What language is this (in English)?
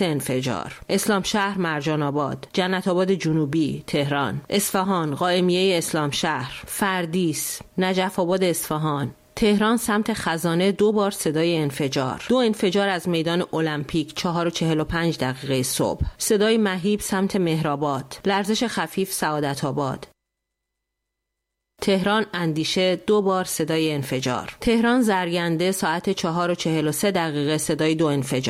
Persian